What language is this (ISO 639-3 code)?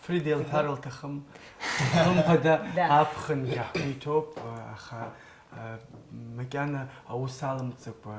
abk